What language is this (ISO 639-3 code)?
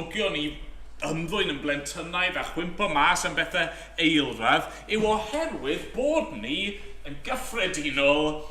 cym